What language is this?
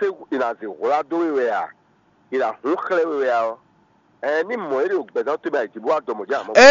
Fon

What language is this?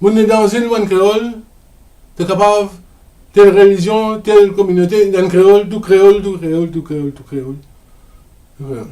Morisyen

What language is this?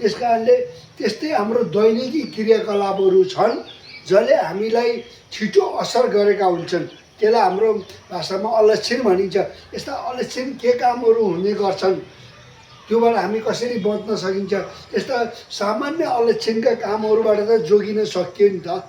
Nepali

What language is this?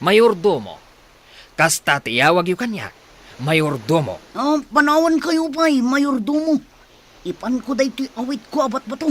Iloko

